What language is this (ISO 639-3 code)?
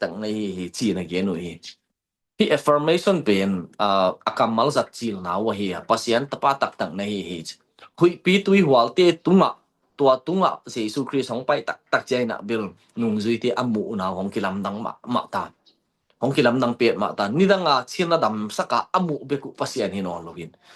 ctd